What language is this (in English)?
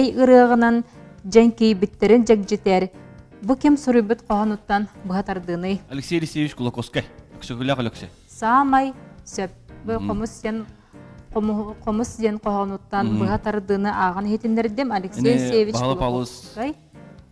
Yakut